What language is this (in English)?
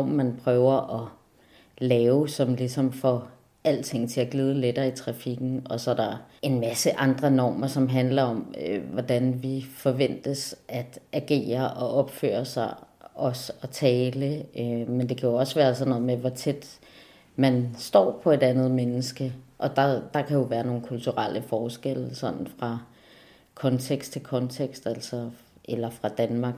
Danish